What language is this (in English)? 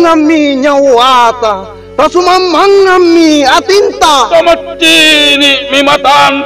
Makasar